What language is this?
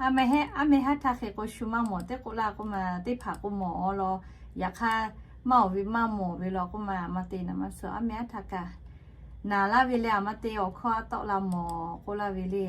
Lahu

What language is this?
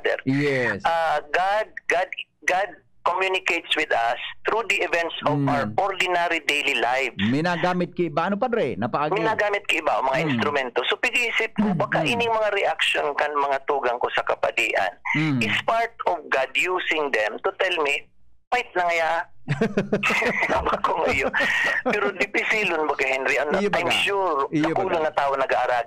Bikol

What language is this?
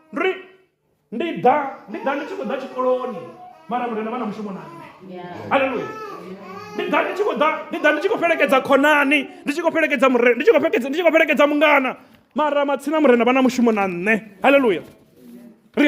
Venda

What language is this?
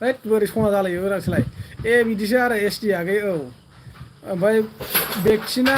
Bodo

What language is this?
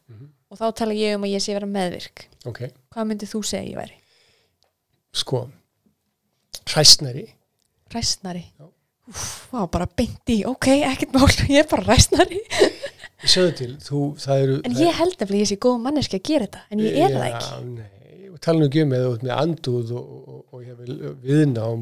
Icelandic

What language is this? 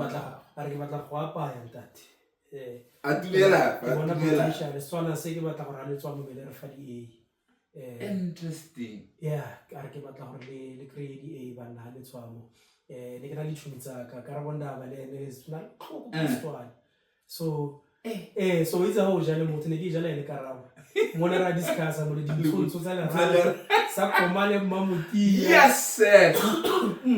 Tswana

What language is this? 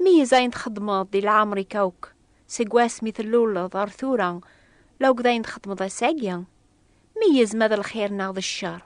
Kabyle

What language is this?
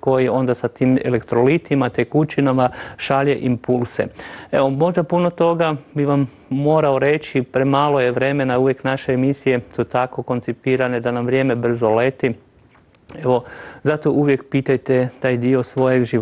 Croatian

